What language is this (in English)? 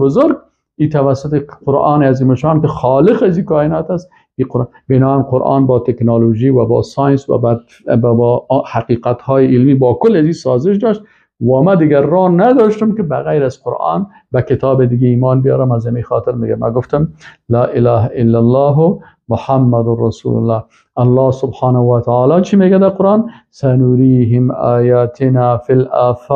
Persian